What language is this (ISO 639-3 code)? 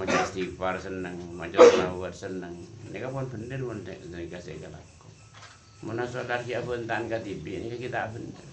mad